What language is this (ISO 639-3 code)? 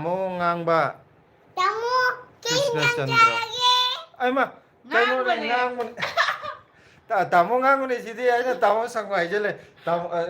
mni